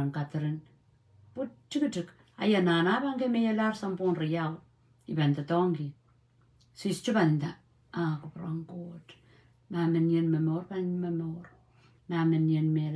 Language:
Pohnpeian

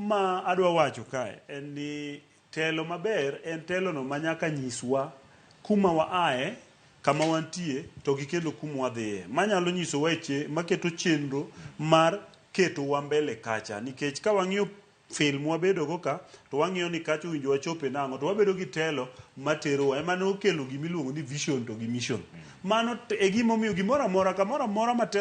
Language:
Luo (Kenya and Tanzania)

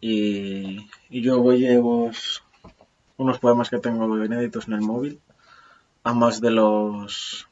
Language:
Asturian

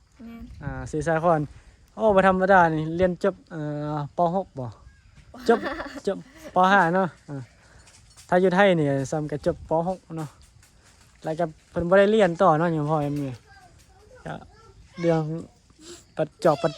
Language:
Northeastern Thai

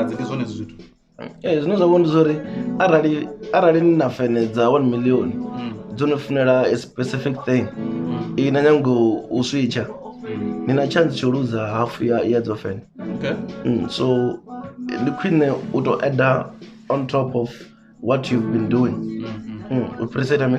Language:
Venda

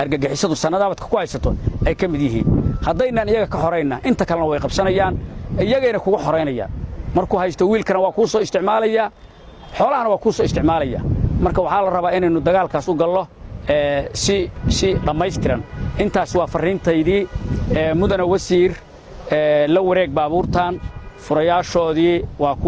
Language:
Somali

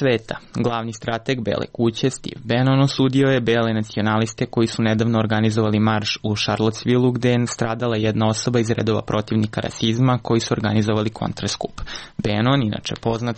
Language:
Serbian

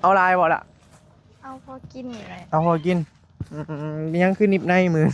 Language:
Northeastern Thai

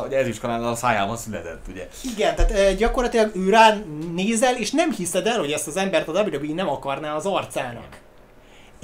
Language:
Hungarian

